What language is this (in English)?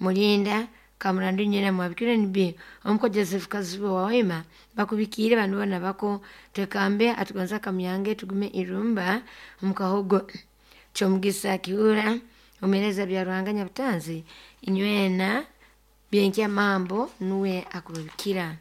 Nyoro